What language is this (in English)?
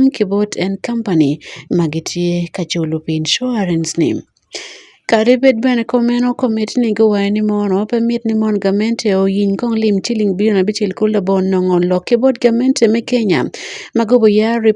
Acoli